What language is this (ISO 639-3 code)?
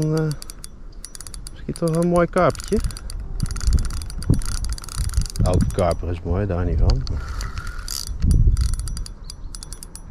nld